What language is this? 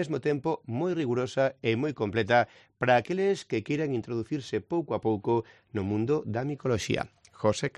Galician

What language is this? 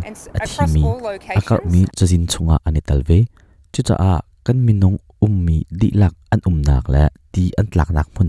Hakha Chin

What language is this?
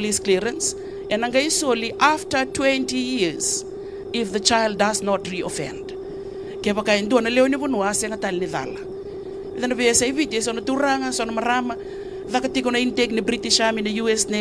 Fijian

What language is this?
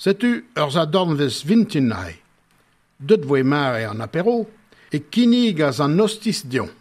Breton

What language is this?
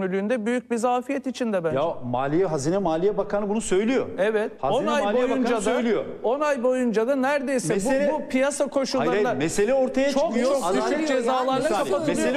Turkish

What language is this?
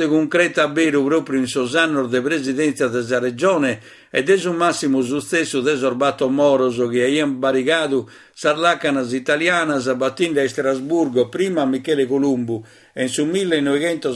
Sardinian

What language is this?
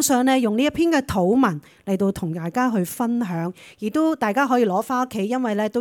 Cantonese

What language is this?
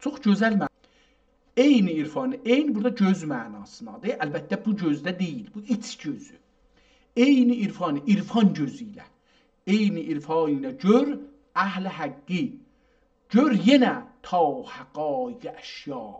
South Azerbaijani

